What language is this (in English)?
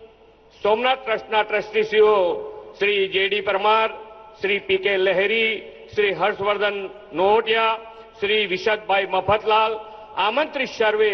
Gujarati